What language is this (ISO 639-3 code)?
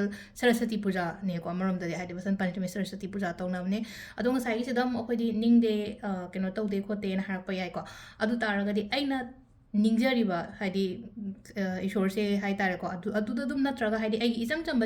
mni